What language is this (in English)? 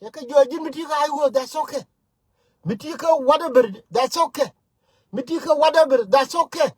Nuer